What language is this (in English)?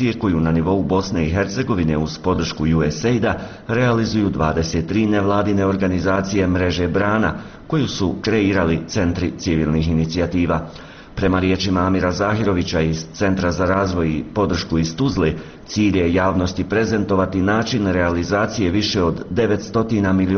Bosnian